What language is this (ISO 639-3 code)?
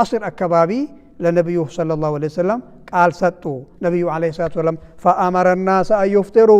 amh